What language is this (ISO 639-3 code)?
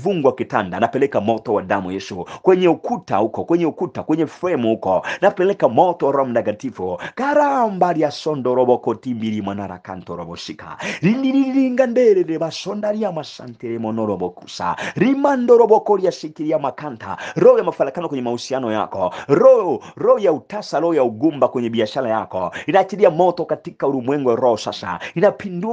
swa